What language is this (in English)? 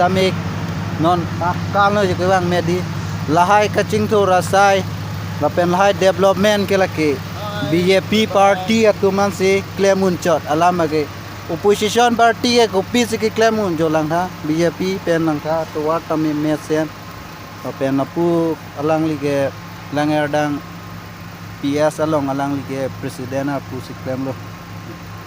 Karbi